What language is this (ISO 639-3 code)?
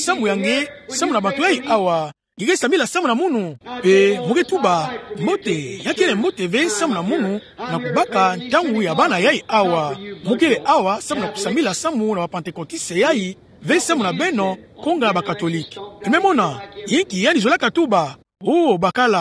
ktu